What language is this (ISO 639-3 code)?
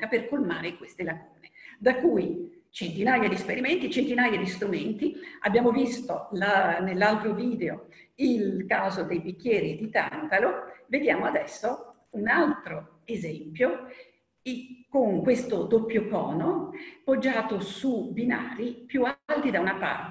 ita